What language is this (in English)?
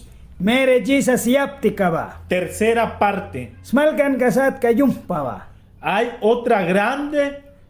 Mískito